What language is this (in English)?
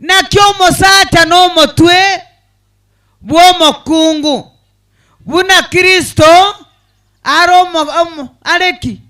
Gusii